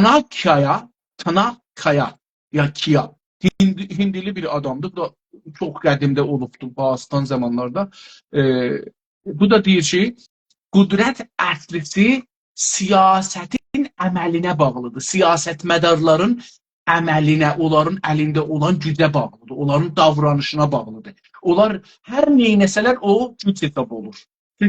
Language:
South Azerbaijani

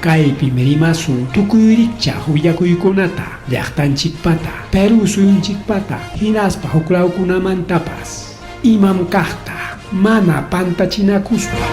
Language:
Ayacucho Quechua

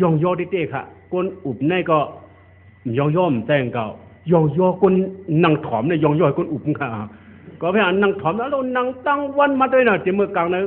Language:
Shan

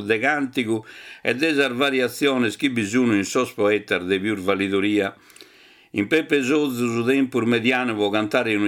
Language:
Sardinian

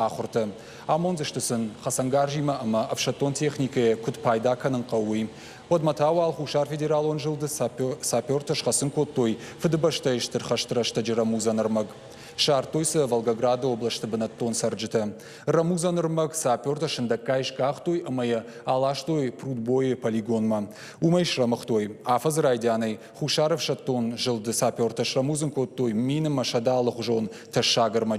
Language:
Ossetic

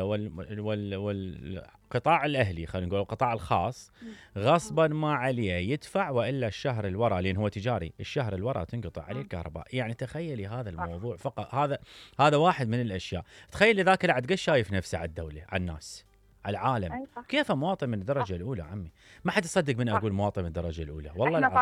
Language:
Mesopotamian Arabic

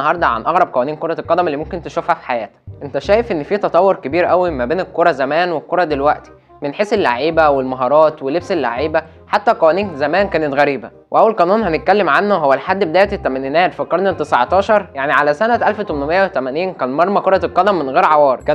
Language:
Egyptian Arabic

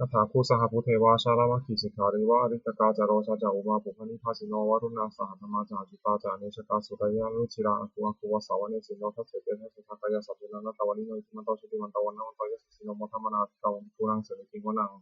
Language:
Pali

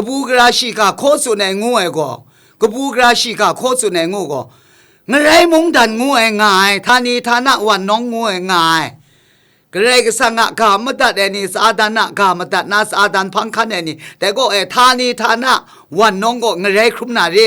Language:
Kachin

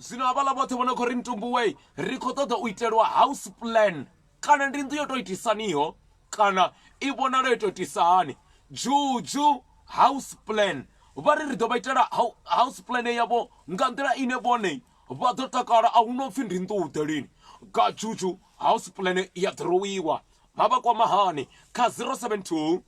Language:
Venda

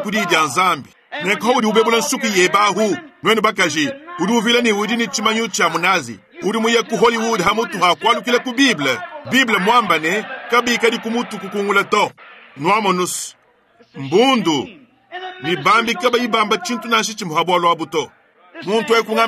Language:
Luba-Lulua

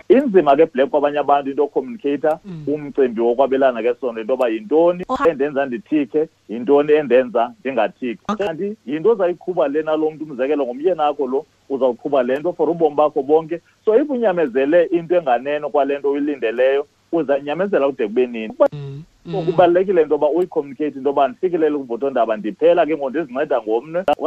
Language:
Xhosa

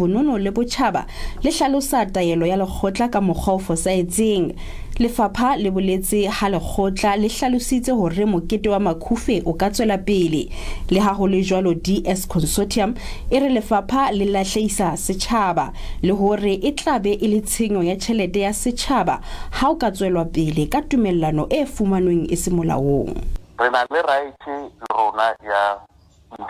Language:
Southern Sotho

